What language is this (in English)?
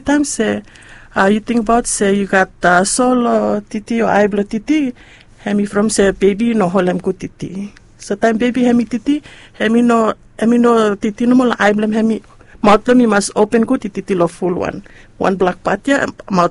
Bislama